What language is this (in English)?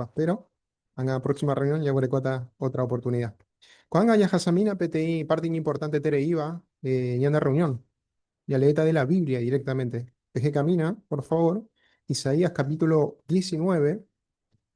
Guarani